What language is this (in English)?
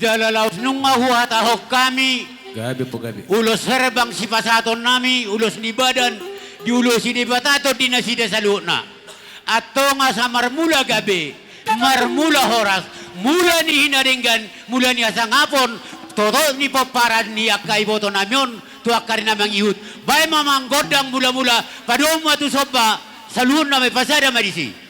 Batak Toba